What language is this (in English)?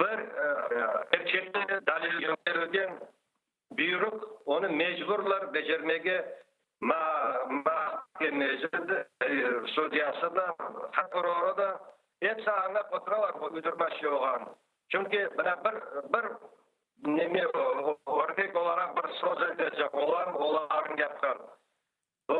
Crimean Tatar